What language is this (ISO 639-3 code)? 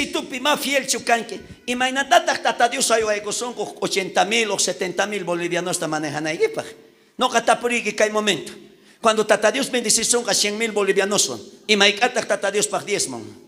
quh